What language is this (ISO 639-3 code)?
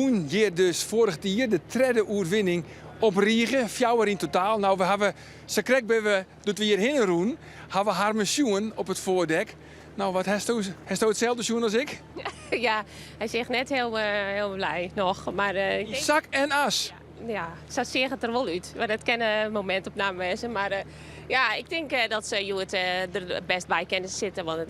fry